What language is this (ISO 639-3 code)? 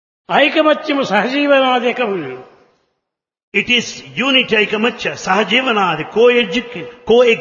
tel